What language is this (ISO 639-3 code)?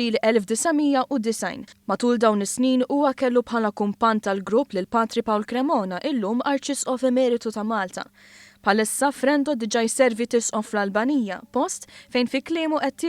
mlt